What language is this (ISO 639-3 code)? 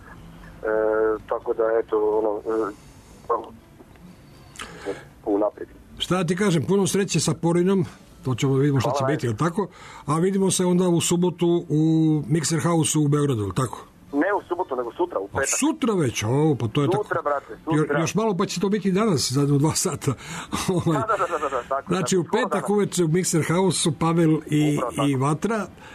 srp